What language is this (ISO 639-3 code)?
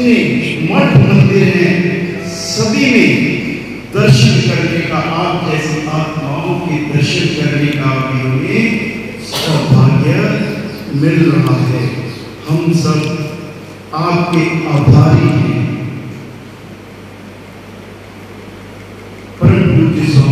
hin